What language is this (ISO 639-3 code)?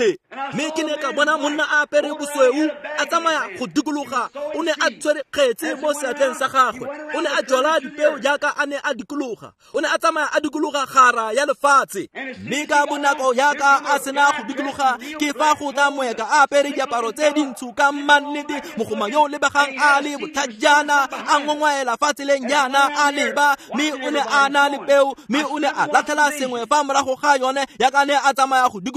tsn